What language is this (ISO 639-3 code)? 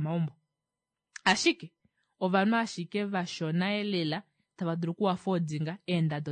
kua